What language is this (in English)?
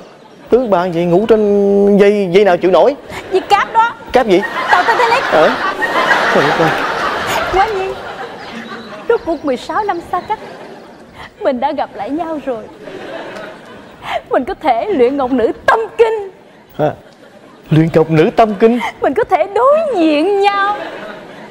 Vietnamese